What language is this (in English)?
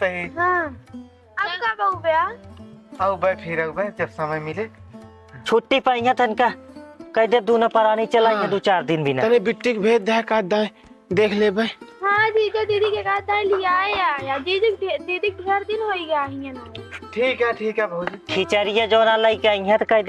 Awadhi